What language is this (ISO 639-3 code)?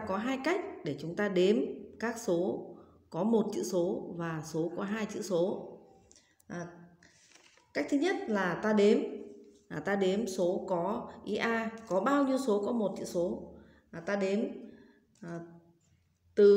vie